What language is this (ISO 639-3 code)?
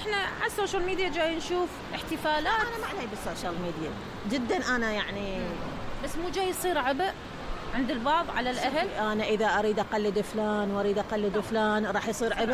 acm